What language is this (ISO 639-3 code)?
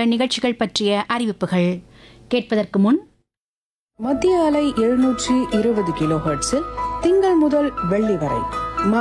tam